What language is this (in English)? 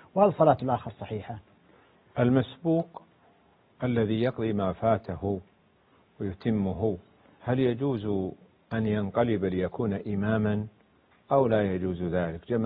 Arabic